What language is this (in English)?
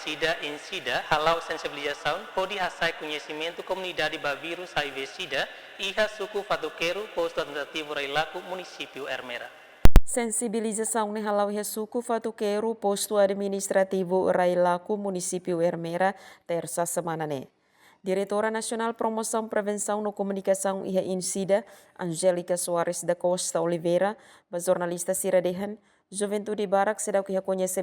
Tetum